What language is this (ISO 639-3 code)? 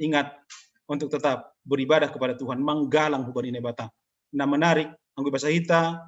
bts